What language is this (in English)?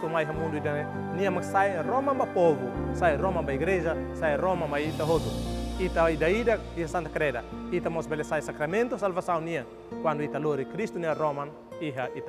Tetum